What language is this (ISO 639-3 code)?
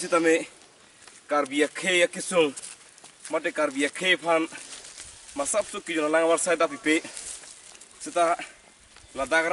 mjw